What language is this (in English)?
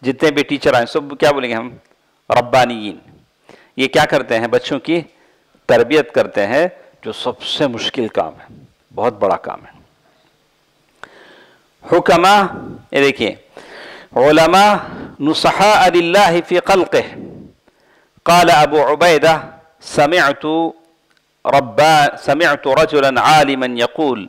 Urdu